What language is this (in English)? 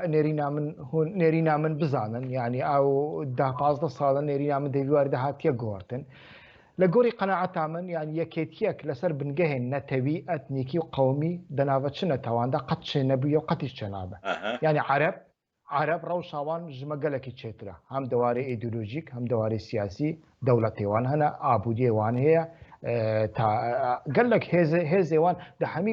Kurdish